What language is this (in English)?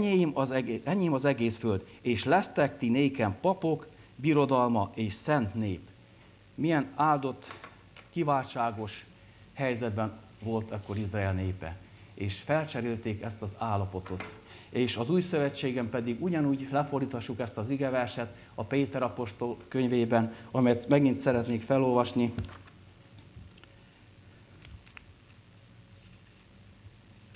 Hungarian